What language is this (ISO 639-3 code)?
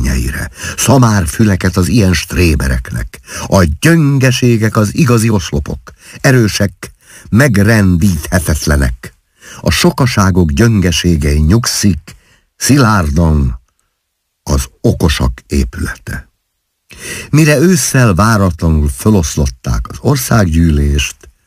hun